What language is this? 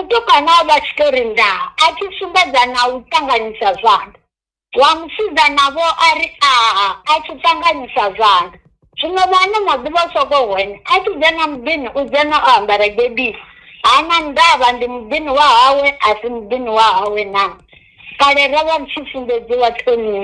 Venda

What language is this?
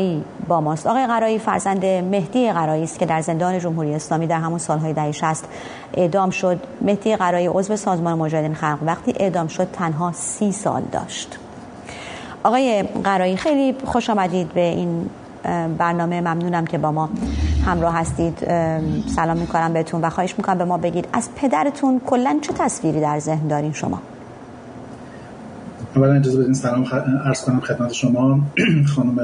Persian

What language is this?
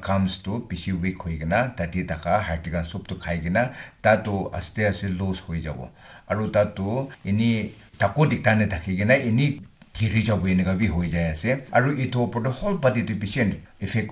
Naga Pidgin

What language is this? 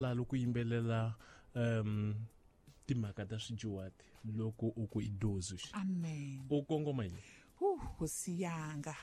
Tsonga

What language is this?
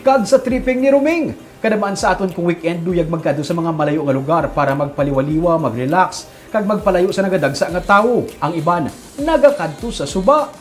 Hiligaynon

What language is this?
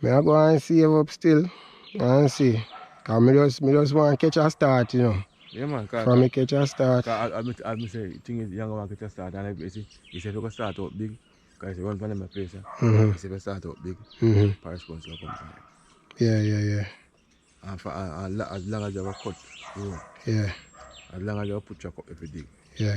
Jamaican Creole English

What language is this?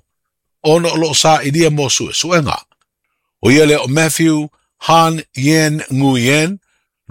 Samoan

